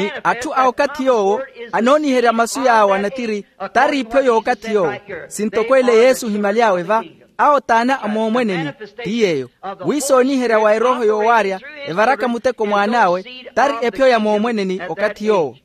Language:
Makhuwa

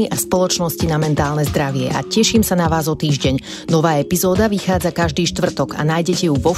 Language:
Slovak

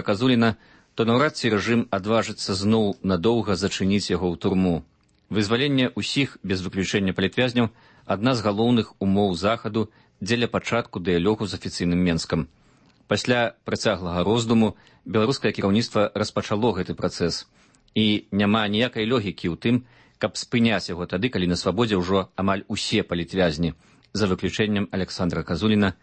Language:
Belarusian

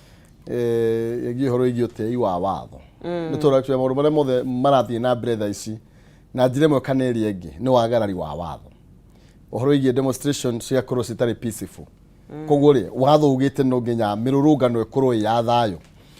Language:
Kikuyu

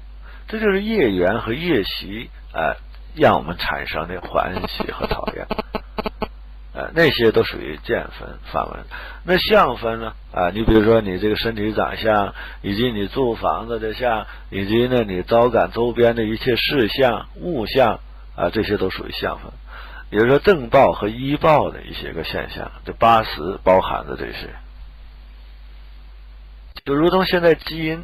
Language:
Chinese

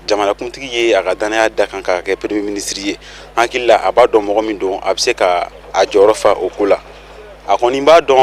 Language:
Bambara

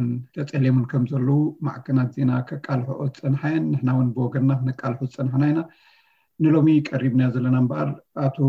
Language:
Tigrinya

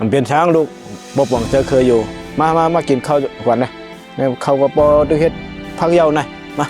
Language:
Shan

